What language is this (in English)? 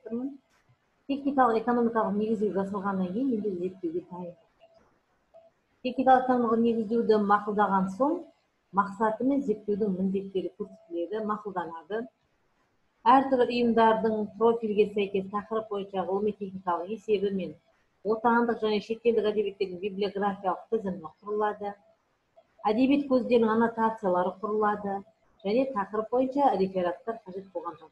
Kazakh